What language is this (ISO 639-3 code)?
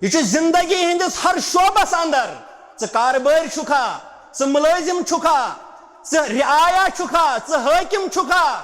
kas